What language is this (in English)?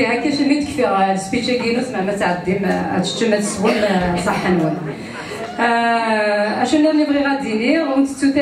Kabyle